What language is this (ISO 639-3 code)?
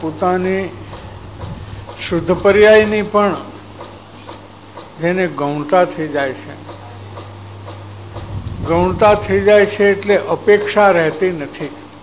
guj